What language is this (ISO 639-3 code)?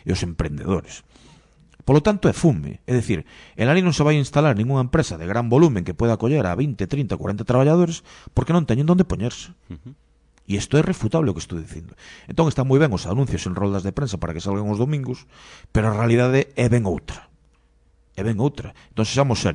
glg